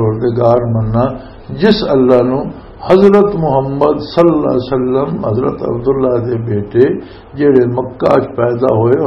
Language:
Western Panjabi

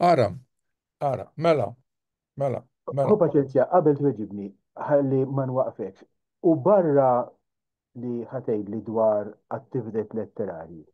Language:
Maltese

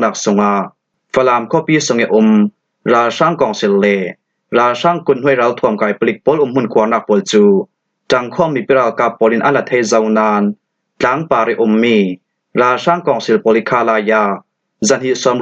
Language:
Falam Chin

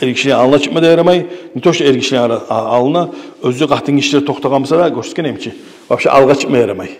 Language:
Kumyk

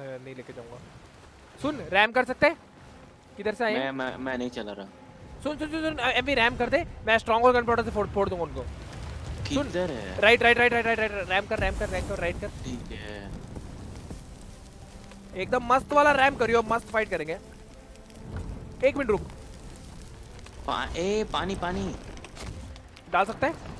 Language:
Hindi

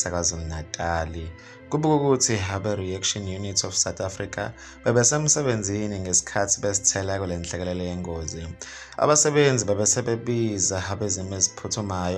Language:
Zulu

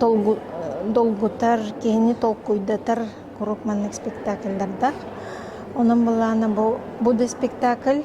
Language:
Yakut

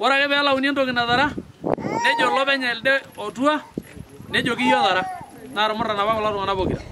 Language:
Masai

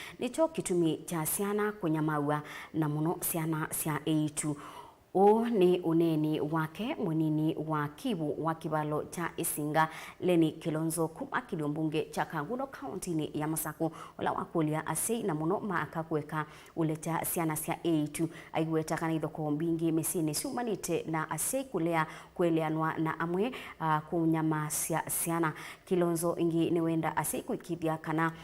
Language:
Kamba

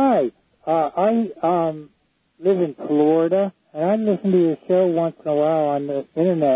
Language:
English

